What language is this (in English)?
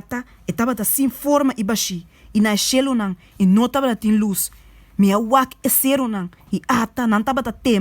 Papiamento